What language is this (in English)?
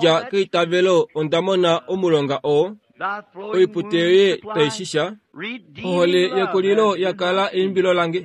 Kuanyama